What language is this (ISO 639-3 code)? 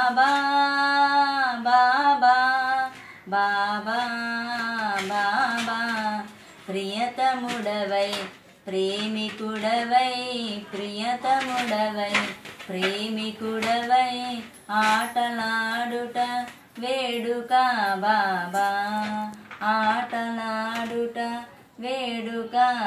tel